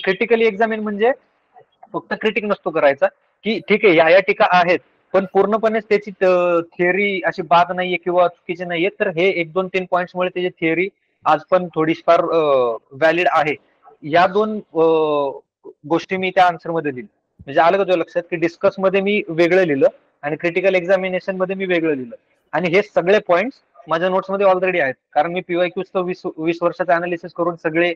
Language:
Marathi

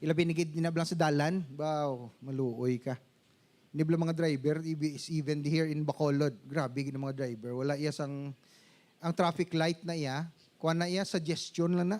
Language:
Hiligaynon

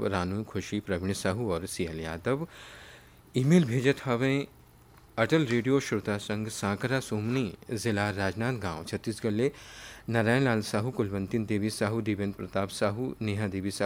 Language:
Chhattisgarhi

